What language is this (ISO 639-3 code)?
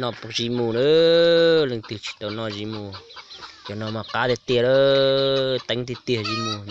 hmn